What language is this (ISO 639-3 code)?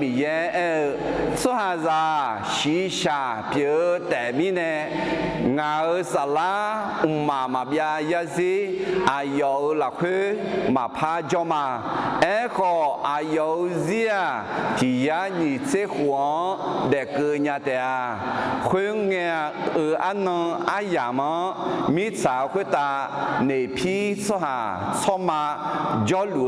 ahk